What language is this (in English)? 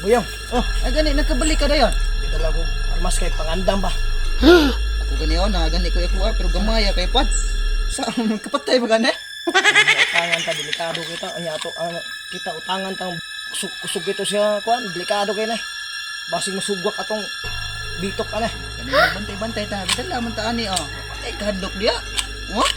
Cebuano